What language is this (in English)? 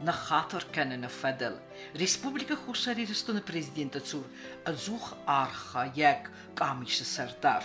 Ossetic